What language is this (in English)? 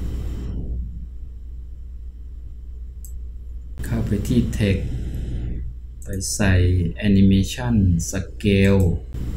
Thai